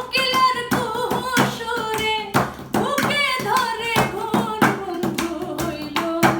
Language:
Sylheti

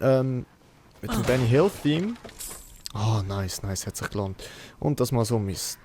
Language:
Swiss German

